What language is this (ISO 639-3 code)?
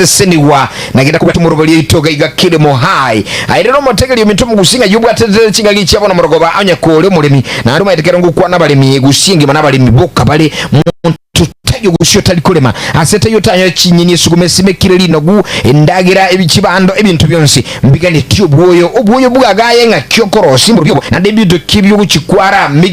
guz